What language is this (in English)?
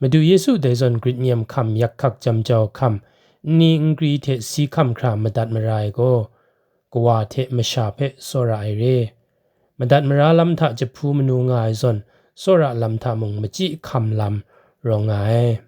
Kachin